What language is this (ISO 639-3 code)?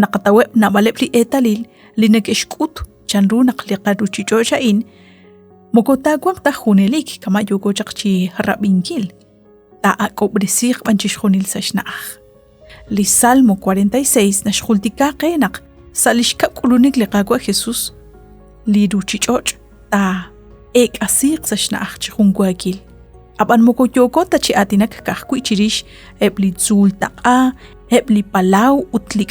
kek